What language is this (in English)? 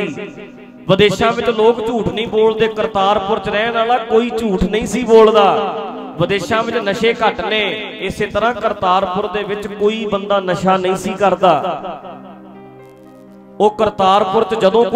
Punjabi